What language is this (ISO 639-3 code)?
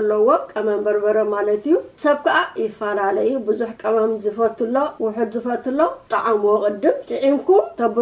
tir